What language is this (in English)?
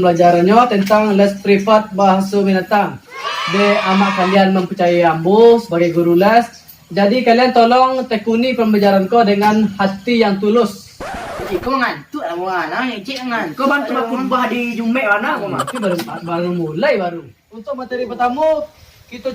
Minangkabau